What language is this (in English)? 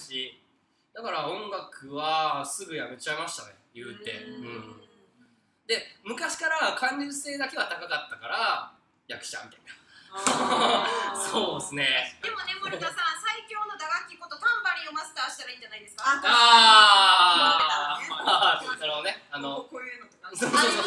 Japanese